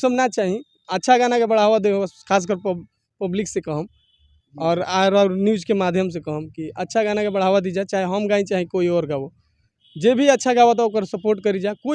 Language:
Bhojpuri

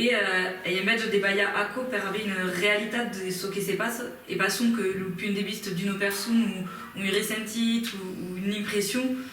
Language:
Occitan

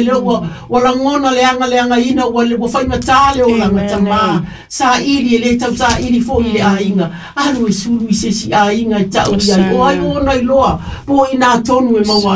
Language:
Samoan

